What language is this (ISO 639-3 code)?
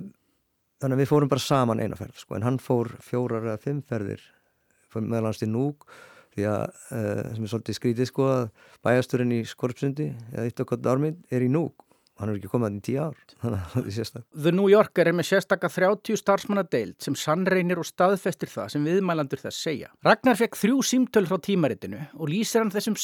isl